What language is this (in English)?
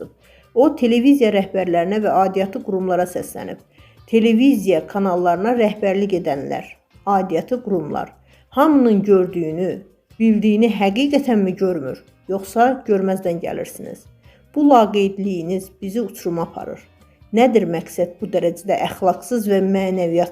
Azerbaijani